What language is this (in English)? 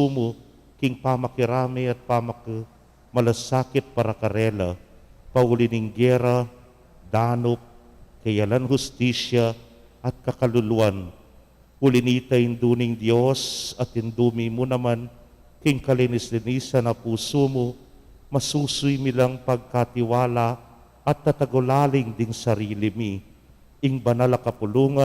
Pampanga